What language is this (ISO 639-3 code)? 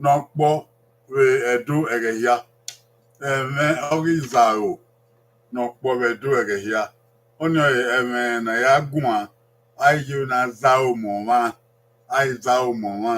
bin